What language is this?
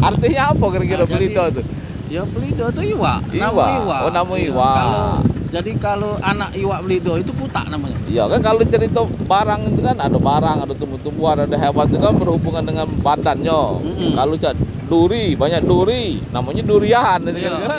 Musi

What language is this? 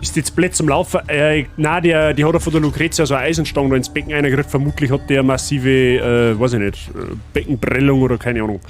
Bavarian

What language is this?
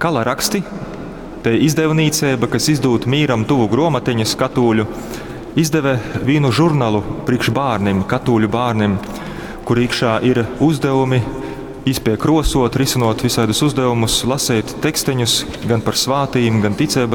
Latgalian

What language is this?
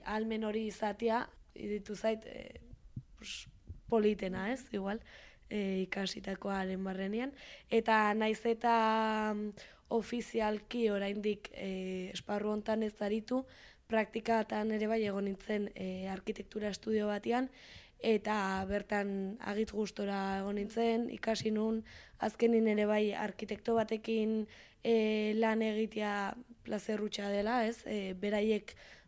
Basque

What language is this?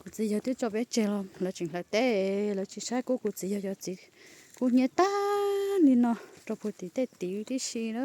Hmong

